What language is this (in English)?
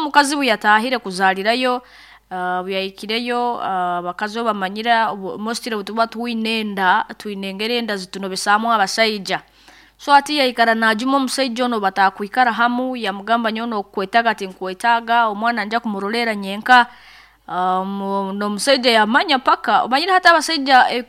Nyoro